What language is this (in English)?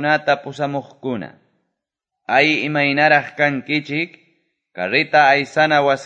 Quechua